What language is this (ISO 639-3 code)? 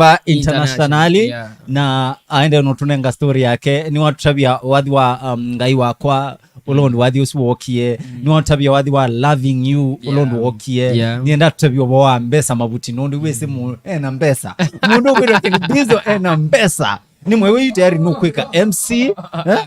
kam